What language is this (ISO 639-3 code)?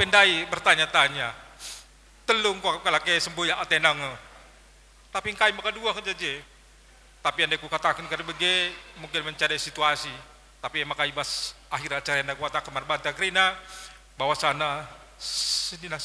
btx